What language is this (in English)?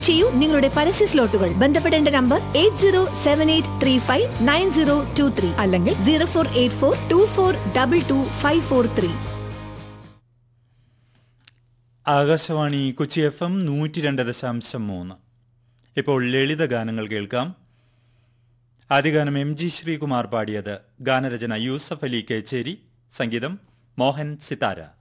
Malayalam